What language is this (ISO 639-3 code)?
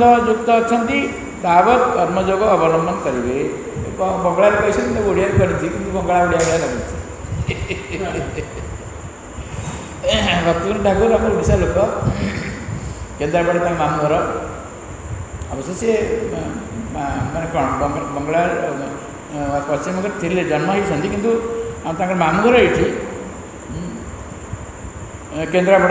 ori